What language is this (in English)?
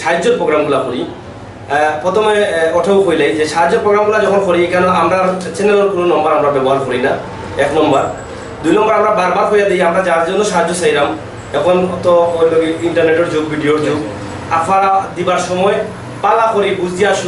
Sylheti